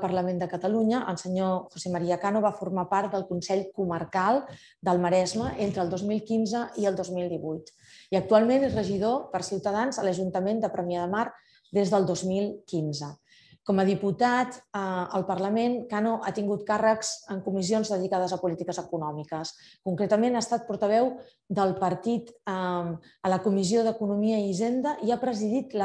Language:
Catalan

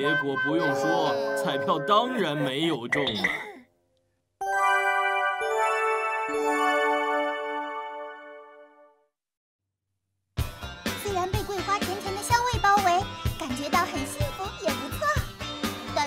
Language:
Chinese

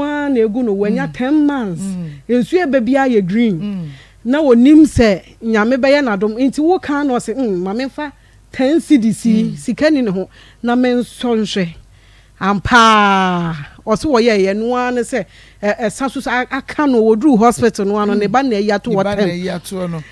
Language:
Akan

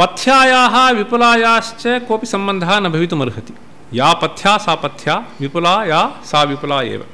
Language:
Sanskrit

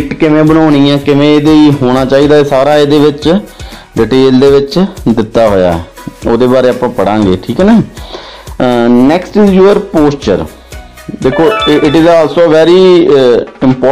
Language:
Punjabi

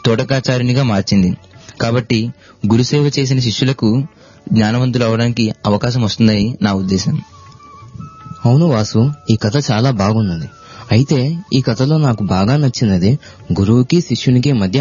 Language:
Telugu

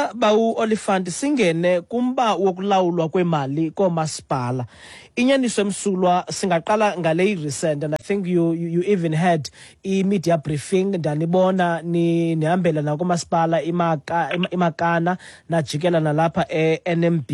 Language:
Xhosa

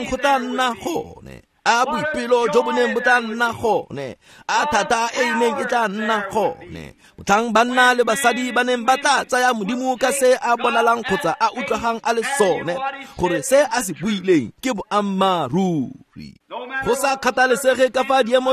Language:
Tswana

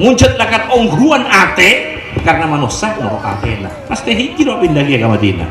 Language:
Madurese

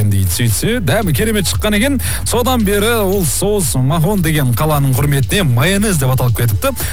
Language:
Kazakh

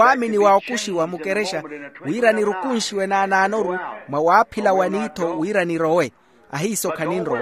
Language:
Makhuwa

